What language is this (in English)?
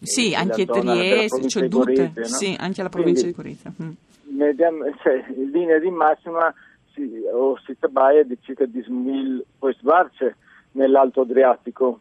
Friulian